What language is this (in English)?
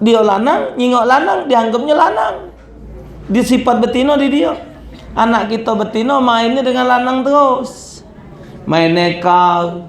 Musi